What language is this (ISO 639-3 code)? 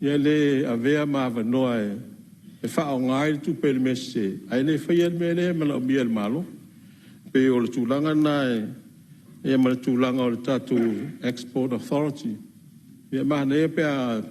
smo